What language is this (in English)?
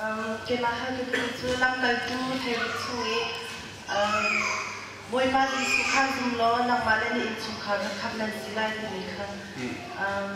Hakha Chin